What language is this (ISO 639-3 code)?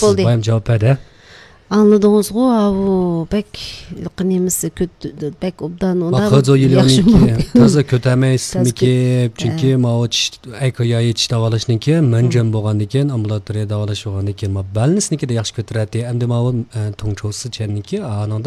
uig